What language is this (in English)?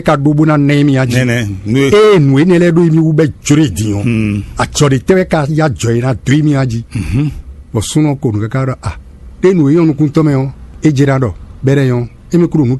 Fon